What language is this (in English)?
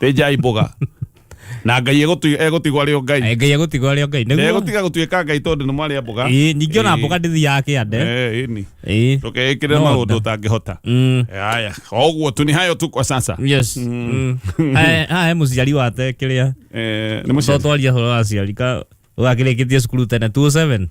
Kikuyu